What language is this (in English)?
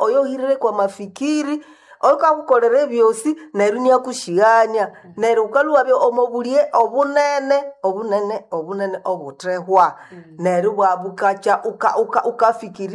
Nande